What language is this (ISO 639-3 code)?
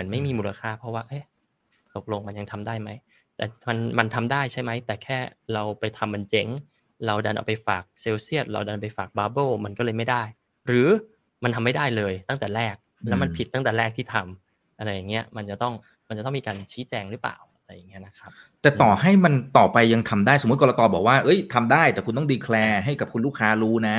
tha